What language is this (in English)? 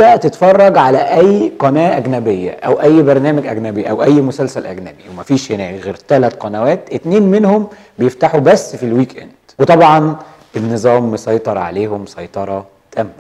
Egyptian Arabic